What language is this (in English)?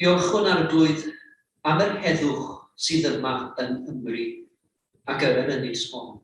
Welsh